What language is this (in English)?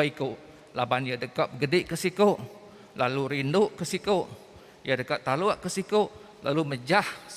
Iban